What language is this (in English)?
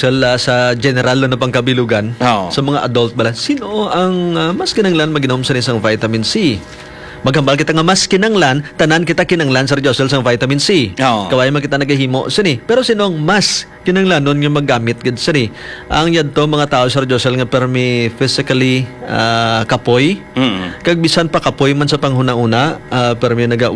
Hiligaynon